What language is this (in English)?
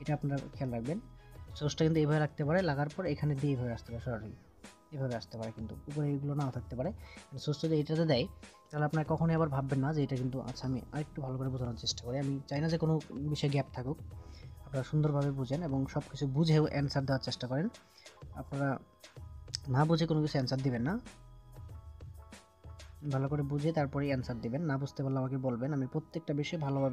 Bangla